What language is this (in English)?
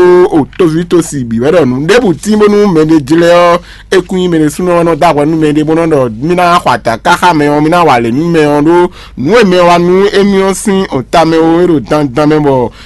Fon